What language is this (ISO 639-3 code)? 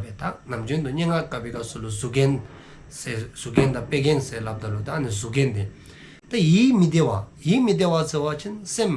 dzo